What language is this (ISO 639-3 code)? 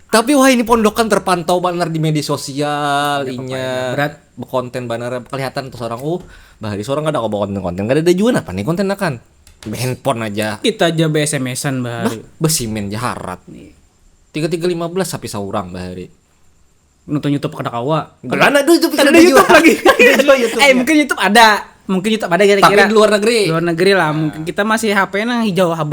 bjn